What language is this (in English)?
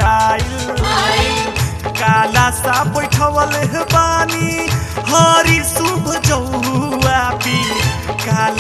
Bhojpuri